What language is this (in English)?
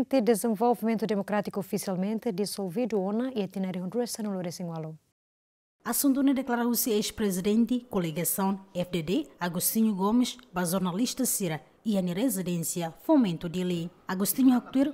Tetum